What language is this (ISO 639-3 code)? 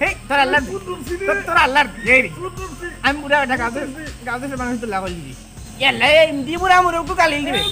syl